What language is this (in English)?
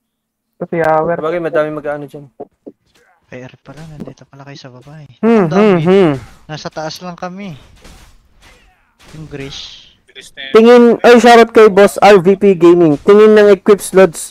Filipino